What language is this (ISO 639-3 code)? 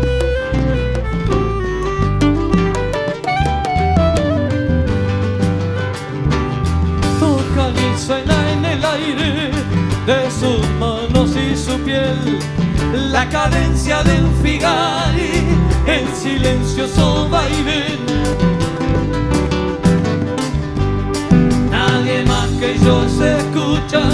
spa